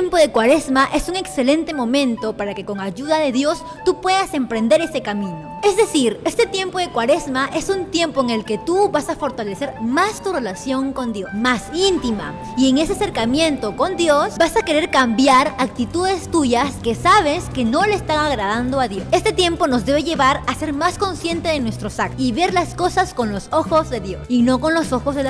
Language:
Spanish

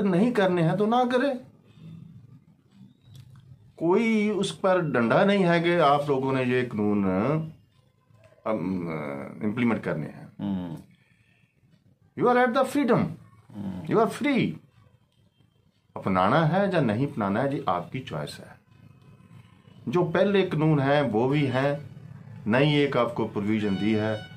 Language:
Punjabi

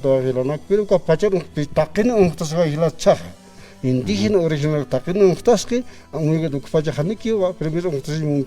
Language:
Aymara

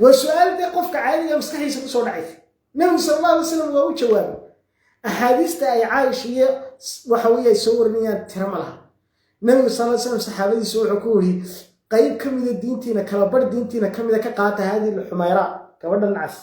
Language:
Somali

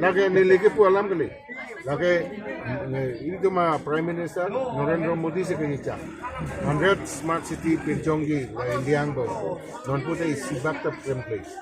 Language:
Karbi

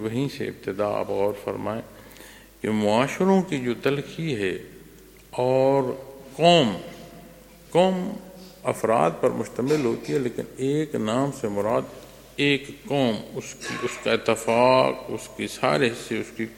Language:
Urdu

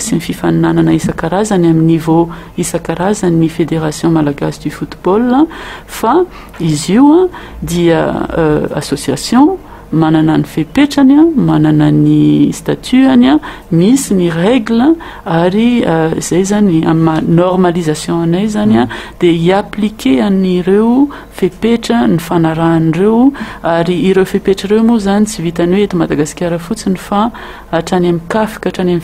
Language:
Malagasy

